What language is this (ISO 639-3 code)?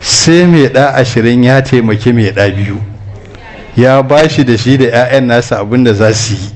hau